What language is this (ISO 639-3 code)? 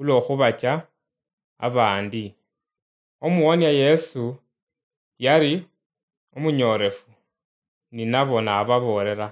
luy